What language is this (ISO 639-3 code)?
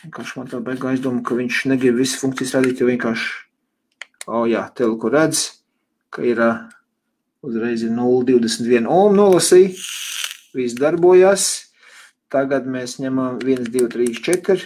lav